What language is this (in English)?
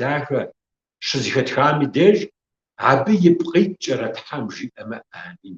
Kabardian